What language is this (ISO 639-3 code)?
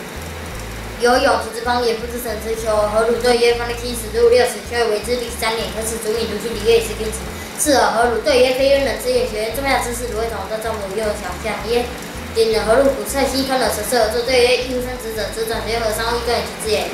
lzh